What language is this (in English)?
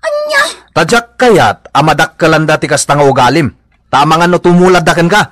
Iloko